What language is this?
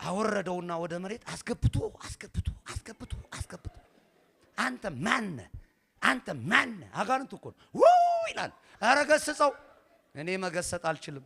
Amharic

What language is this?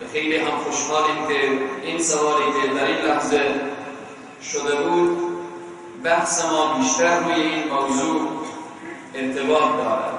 Persian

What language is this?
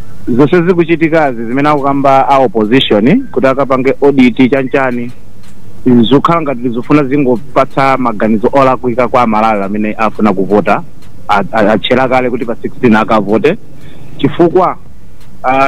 Nyanja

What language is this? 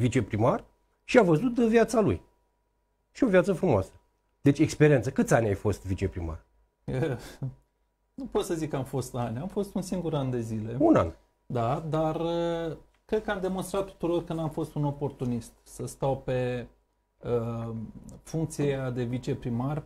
Romanian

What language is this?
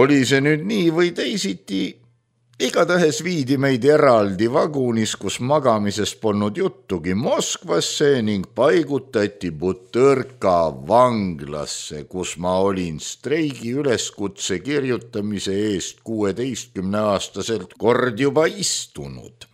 Estonian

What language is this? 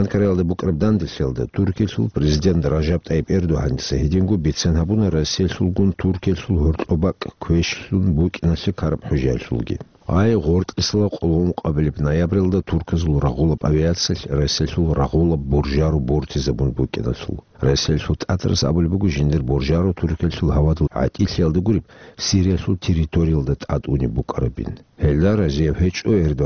Avaric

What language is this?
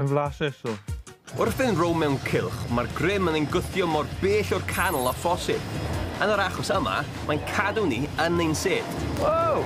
Welsh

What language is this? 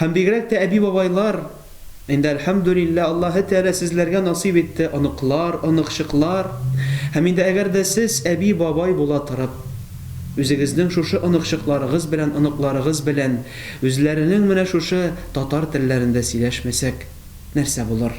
Tatar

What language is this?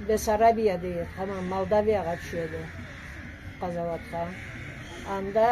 Karachay-Balkar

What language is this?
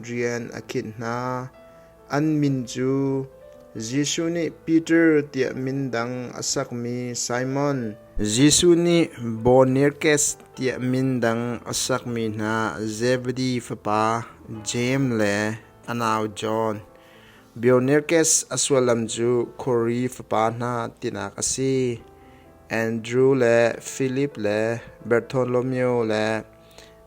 Hakha Chin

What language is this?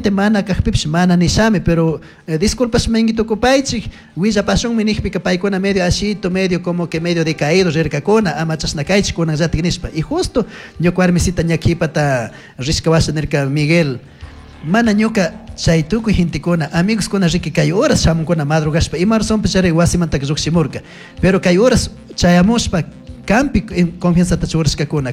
Chimborazo Highland Quichua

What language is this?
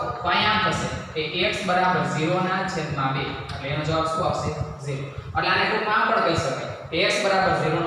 Gujarati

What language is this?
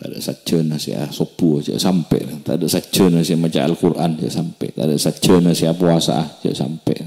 Madurese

